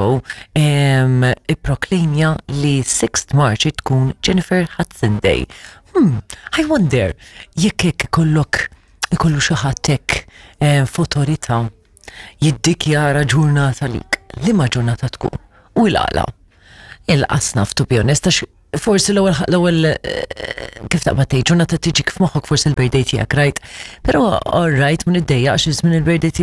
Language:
Maltese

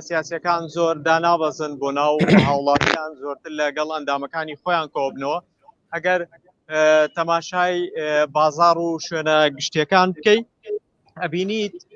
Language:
Central Kurdish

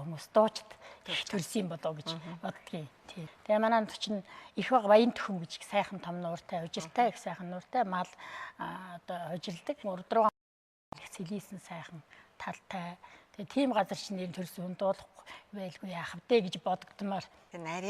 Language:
Mongolian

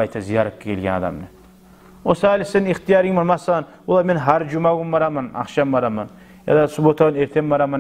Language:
Kumyk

